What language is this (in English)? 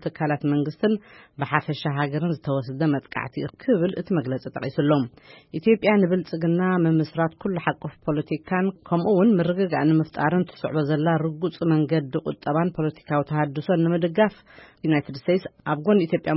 Tigrinya